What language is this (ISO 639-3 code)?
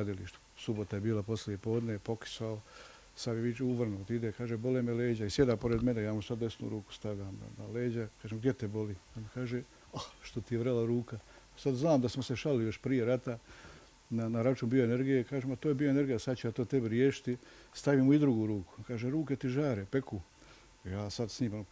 bos